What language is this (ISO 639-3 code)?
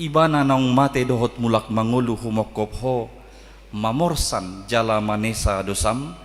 bbc